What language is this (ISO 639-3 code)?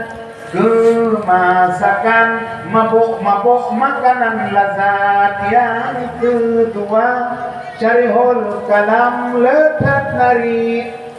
ace